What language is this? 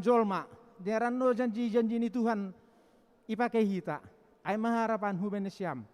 Batak Simalungun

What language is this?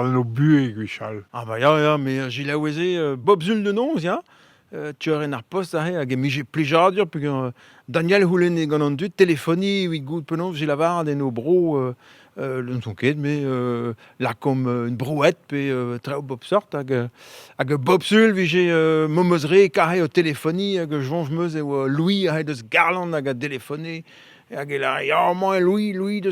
Breton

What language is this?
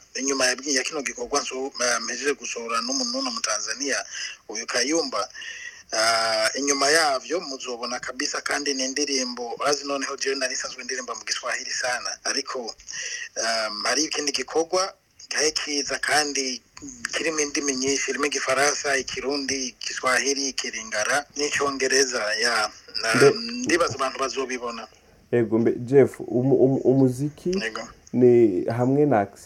Rundi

